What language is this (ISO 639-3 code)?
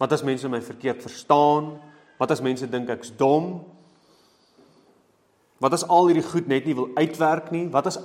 afr